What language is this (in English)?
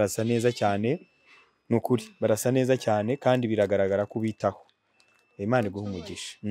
Kinyarwanda